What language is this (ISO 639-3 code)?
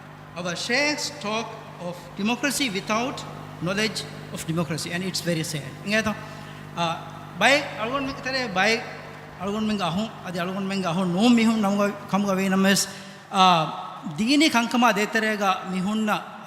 div